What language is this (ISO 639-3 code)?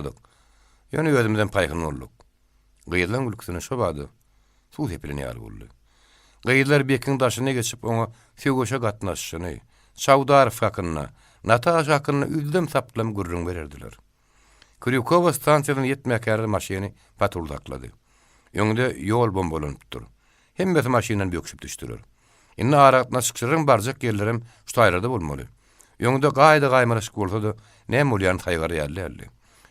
tuk